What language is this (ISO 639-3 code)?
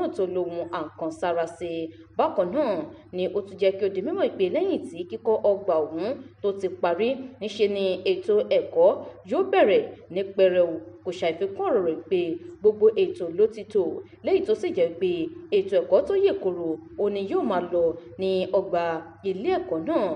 yor